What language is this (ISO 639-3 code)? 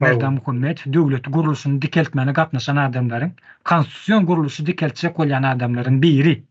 tuk